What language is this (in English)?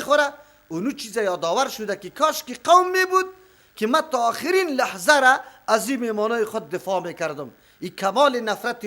Persian